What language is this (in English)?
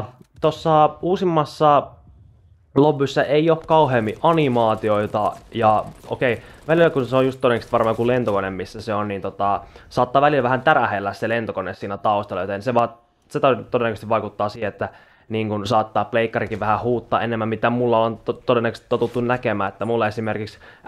Finnish